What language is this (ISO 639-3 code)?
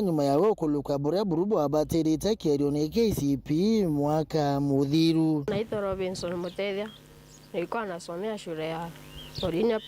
mer